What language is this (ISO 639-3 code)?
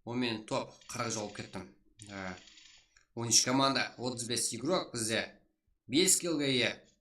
kaa